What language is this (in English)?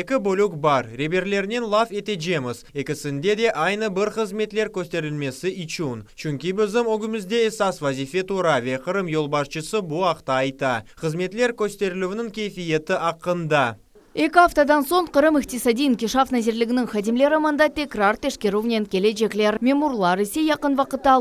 Crimean Tatar